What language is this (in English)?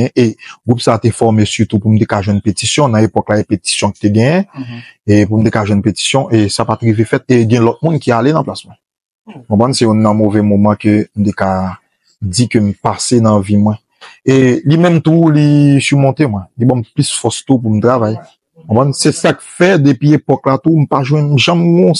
Haitian Creole